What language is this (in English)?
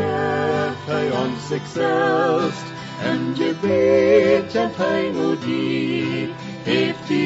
Plautdietsch